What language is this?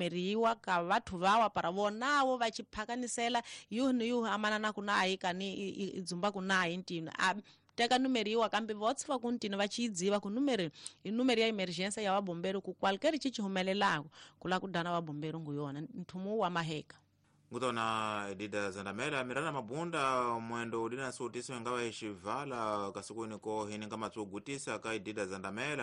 Tsonga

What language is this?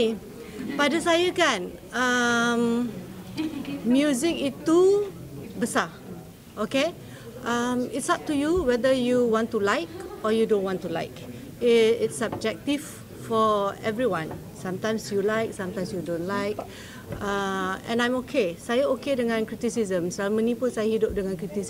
Malay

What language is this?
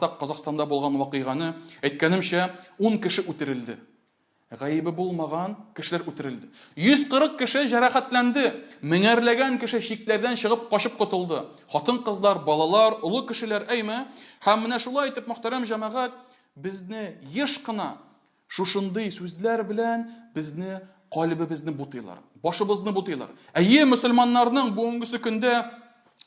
Tatar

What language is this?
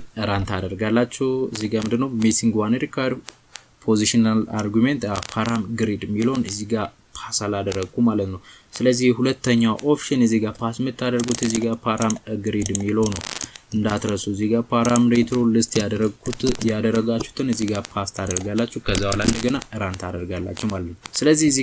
Amharic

